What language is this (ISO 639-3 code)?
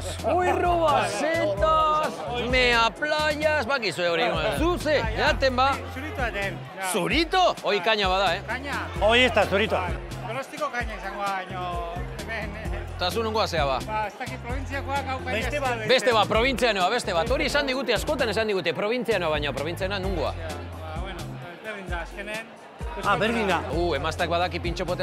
eus